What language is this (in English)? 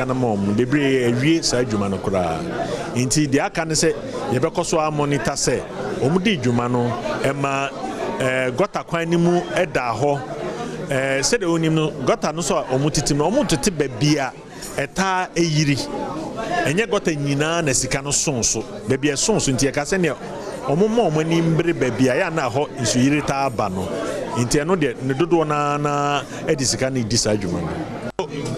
Akan